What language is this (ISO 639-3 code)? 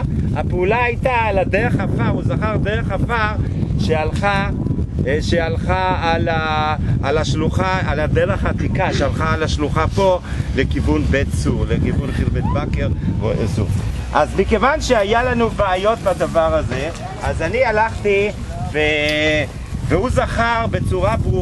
heb